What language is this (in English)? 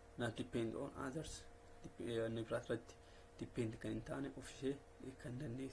Oromo